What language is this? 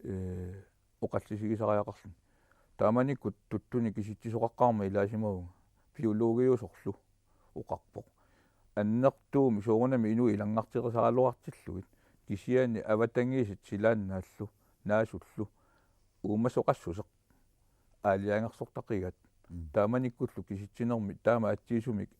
Kalaallisut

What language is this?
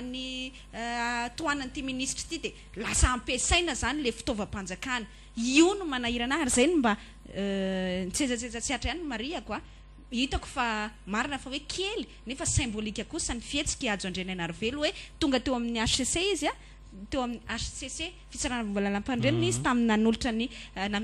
Malagasy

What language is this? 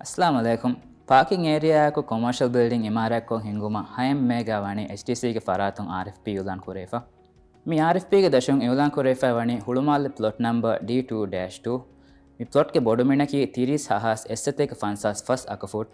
Divehi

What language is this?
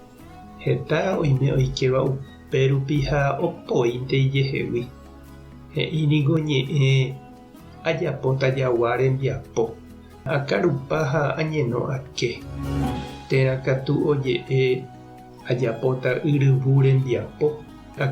Guarani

